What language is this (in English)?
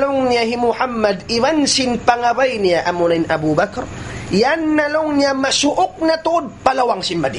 Tausug